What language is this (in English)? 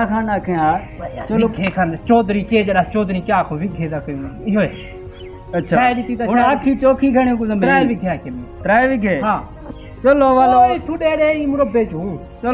Saraiki